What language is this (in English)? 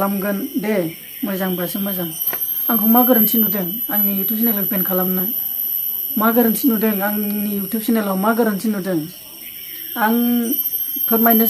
Bodo